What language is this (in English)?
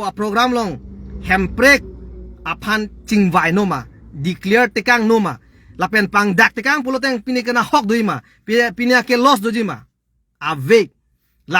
Karbi